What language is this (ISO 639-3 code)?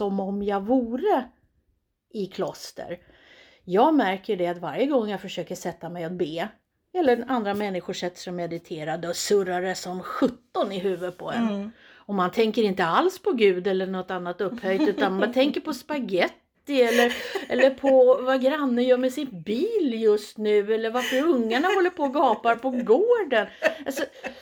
swe